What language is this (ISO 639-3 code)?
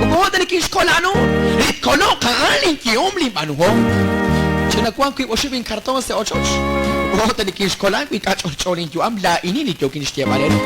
kek